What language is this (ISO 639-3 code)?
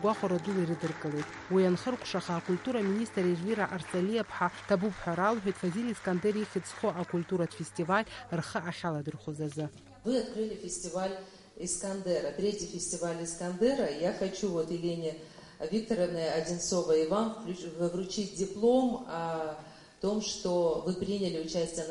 abk